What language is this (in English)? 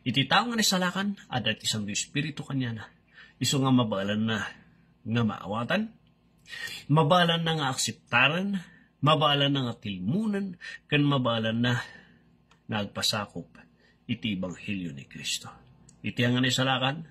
Iloko